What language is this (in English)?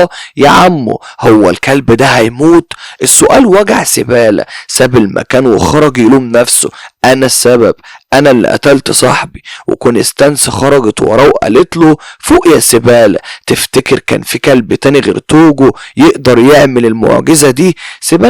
Egyptian Arabic